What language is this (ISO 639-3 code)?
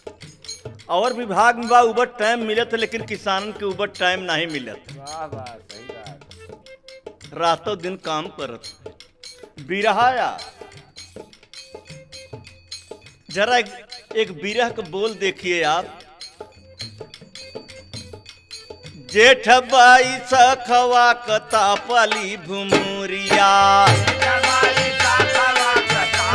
bho